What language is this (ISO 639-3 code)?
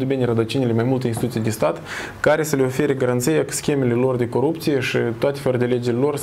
ron